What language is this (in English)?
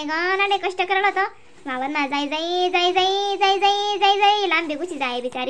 Khandesi